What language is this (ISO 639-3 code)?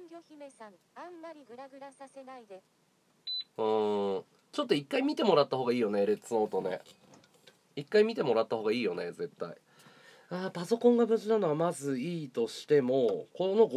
jpn